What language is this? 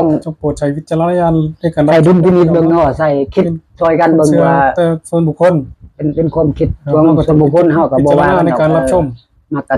Northeastern Thai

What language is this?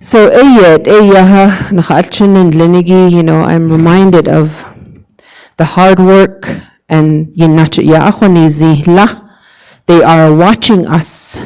Navajo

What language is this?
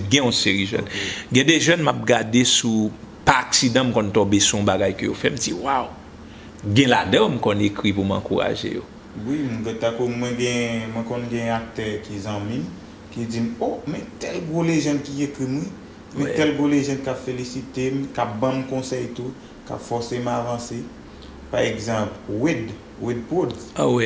Haitian Creole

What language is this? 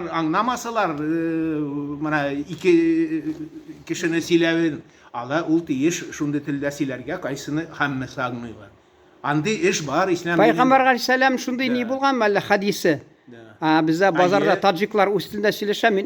Tatar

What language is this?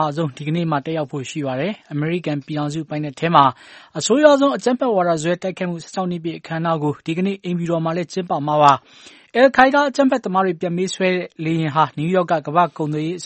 Burmese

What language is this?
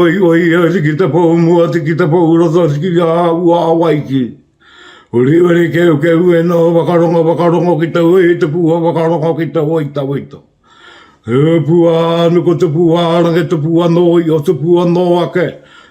Māori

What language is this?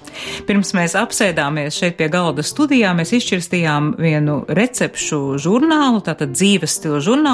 Latvian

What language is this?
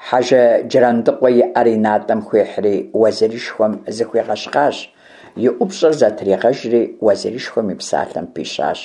Kabardian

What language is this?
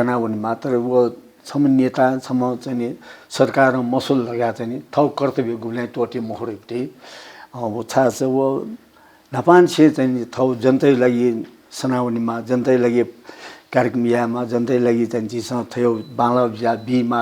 Newari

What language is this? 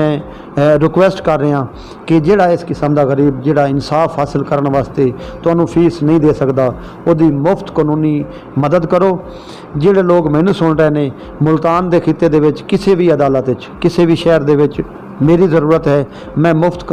Saraiki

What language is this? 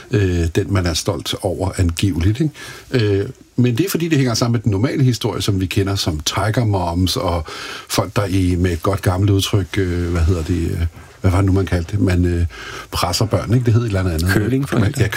Danish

